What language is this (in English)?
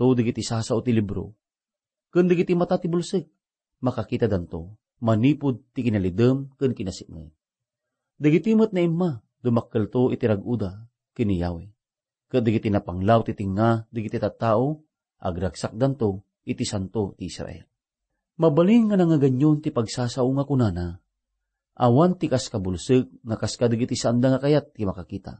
Iloko